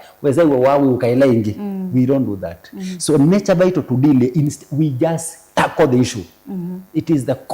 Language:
Kamba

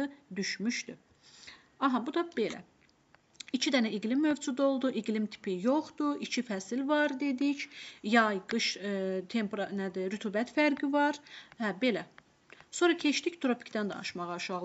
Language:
Azerbaijani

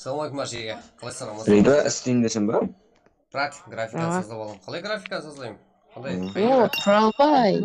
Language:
Kara-Kalpak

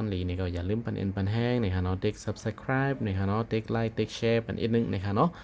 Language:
Shan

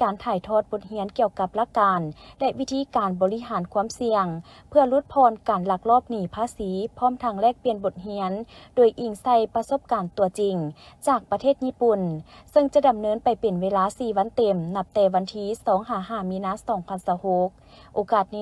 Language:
Lao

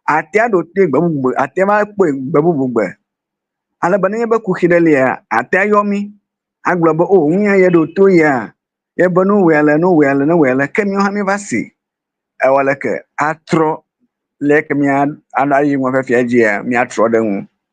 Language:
Ewe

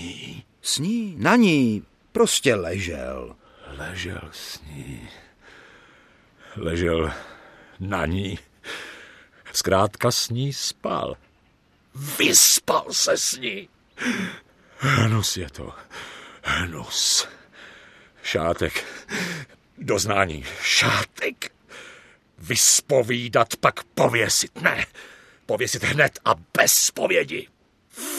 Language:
Czech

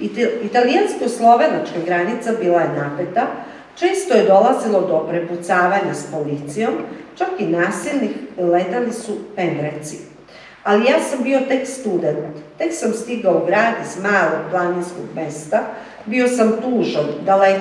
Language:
Serbian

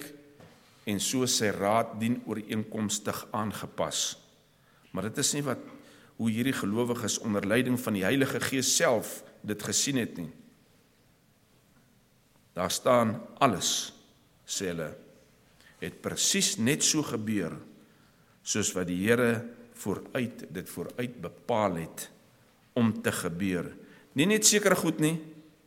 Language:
Afrikaans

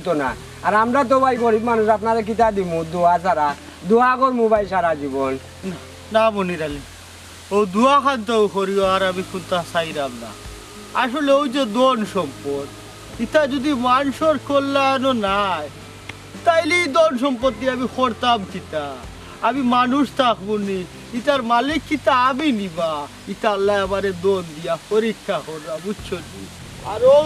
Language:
Sylheti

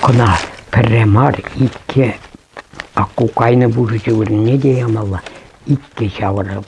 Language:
Chuvash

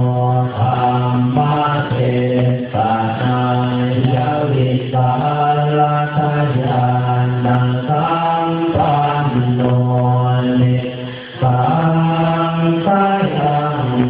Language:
Pali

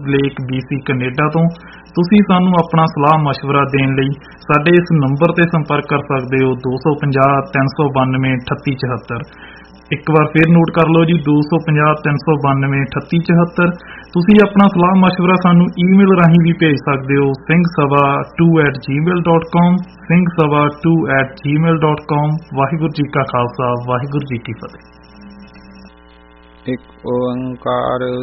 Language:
Punjabi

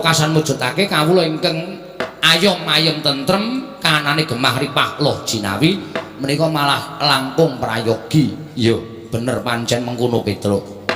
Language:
Javanese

